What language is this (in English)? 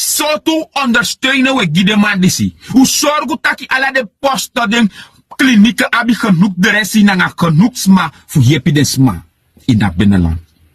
Sranan Tongo